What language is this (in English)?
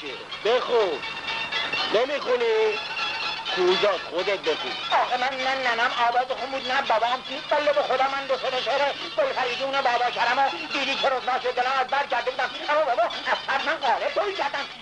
Persian